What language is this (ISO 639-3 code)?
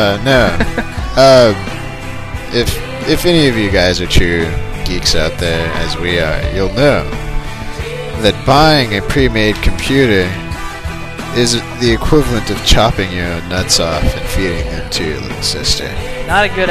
eng